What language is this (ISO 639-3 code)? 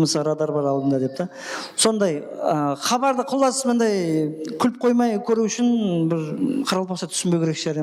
kaa